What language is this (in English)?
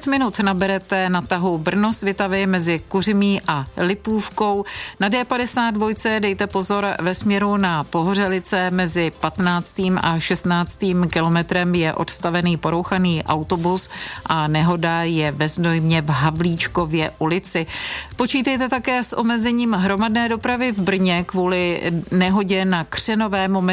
Czech